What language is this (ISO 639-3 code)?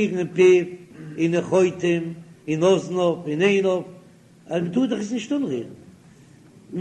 yid